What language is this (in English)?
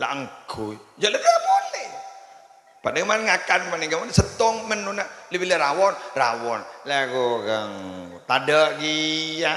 Madurese